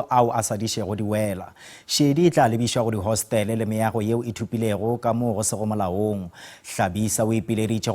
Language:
Northern Sotho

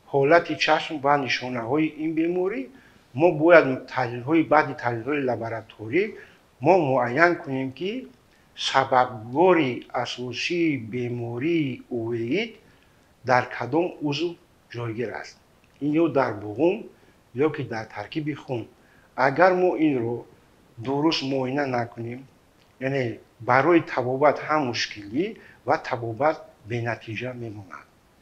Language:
Tajik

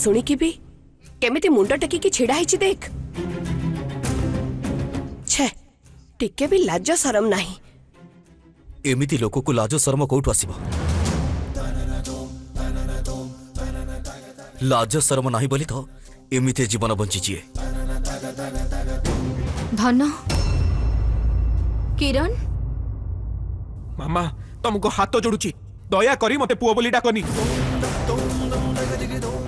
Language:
Odia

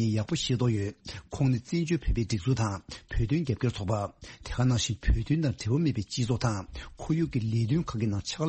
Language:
Tibetan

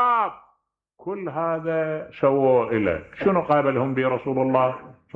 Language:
Mesopotamian Arabic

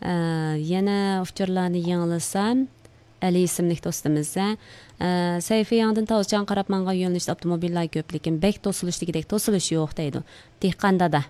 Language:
Uyghur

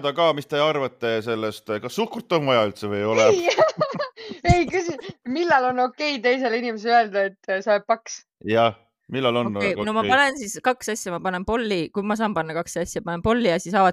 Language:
Estonian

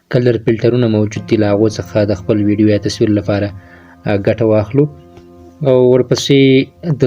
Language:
Pashto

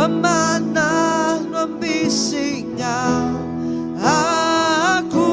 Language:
Iban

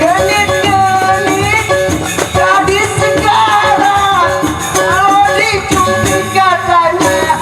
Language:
Sasak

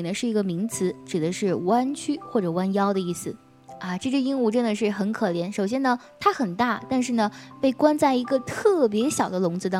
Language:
Chinese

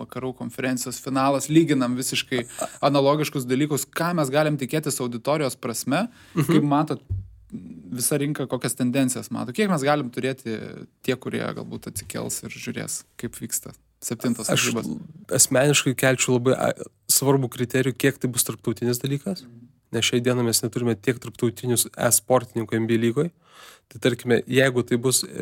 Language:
Lithuanian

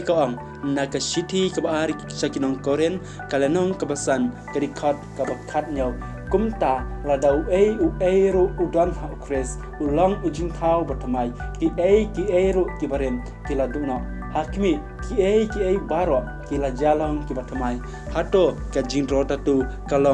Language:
Khasi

